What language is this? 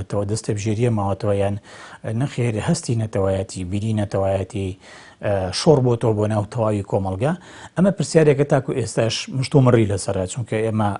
Central Kurdish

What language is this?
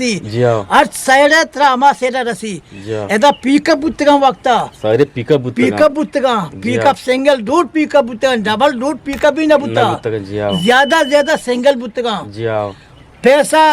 Eastern Balochi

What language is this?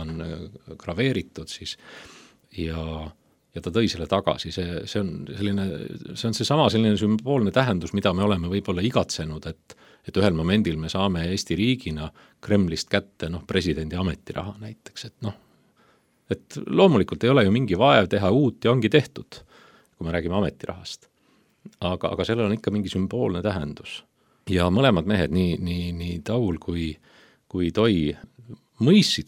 Estonian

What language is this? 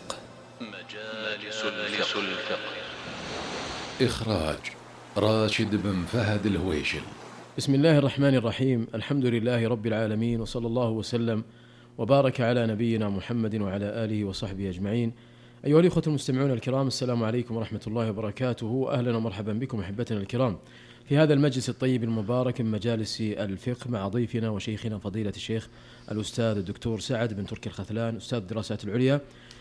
Arabic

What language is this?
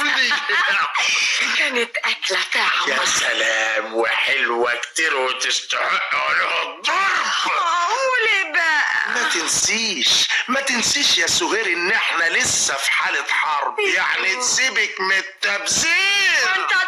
Egyptian Arabic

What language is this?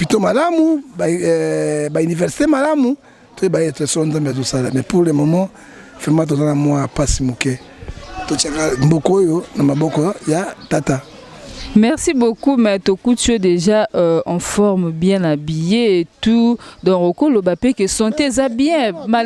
Lingala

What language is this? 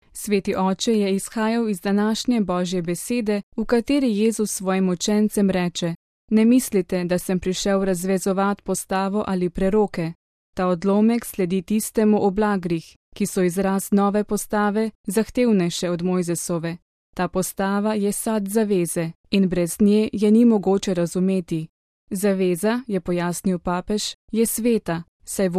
Slovenian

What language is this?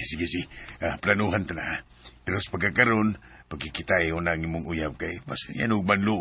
Cebuano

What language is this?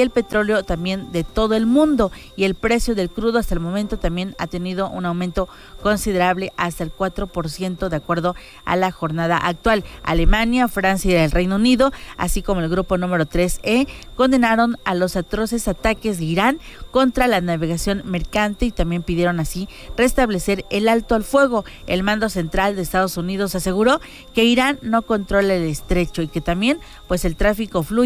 Spanish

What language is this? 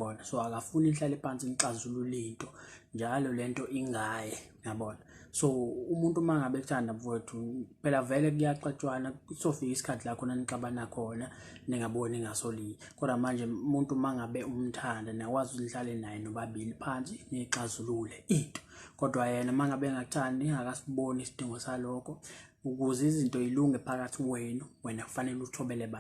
Zulu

